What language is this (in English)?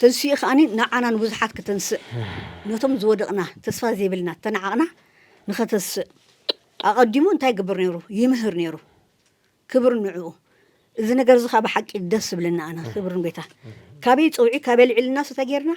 Tigrinya